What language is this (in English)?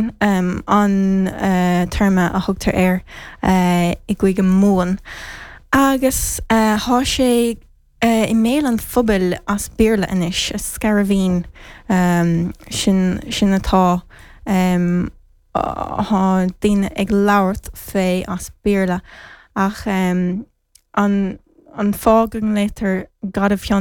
Irish